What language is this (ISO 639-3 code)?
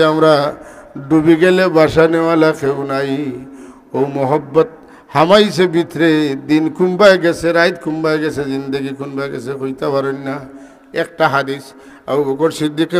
syl